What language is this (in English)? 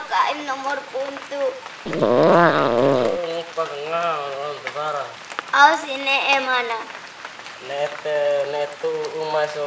Bima